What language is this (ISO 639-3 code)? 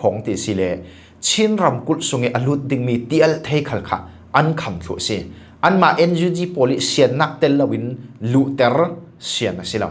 cfm